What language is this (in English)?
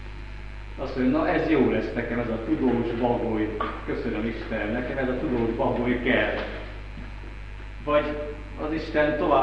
Hungarian